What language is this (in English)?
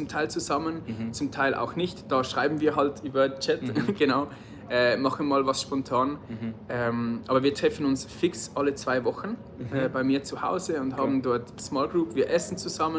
Swiss German